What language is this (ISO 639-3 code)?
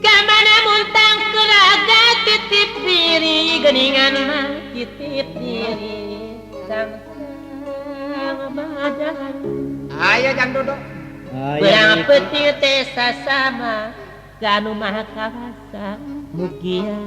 sun